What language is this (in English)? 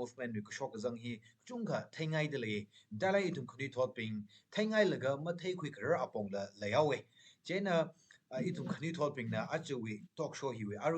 Tangkhul Naga (India)